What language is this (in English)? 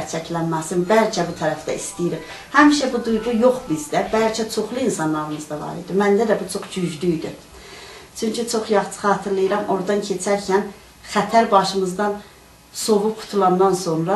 South Azerbaijani